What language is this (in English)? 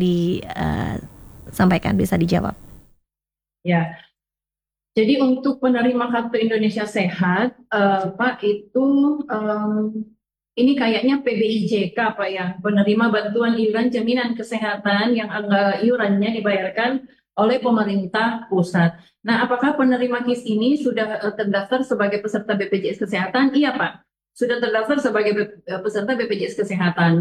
Indonesian